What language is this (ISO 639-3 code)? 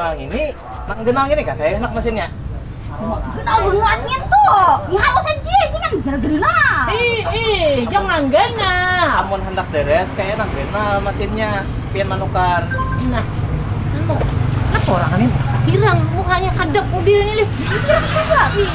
bjn